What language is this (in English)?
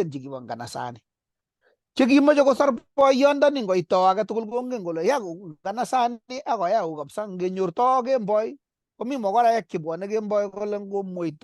Kalenjin